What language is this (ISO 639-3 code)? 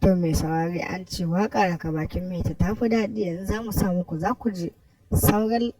hau